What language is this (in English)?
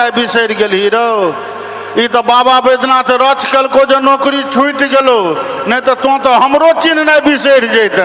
Maithili